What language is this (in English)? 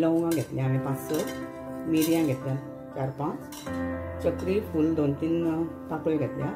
Konkani